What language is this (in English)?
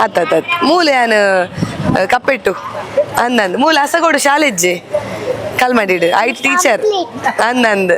Tulu